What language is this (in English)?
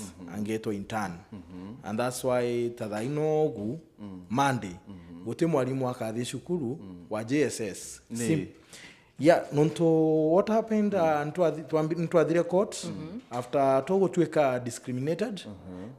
Meru